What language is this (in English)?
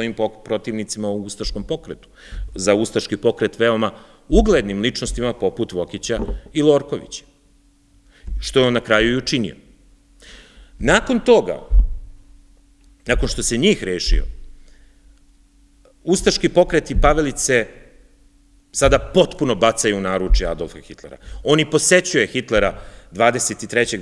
Serbian